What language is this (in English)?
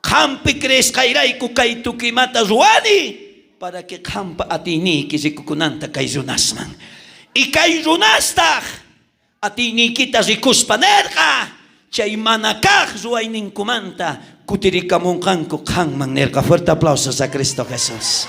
South Bolivian Quechua